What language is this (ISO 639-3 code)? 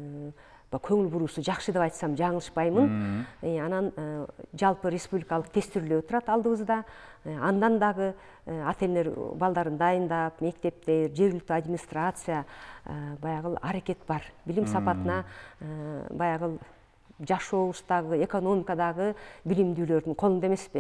kir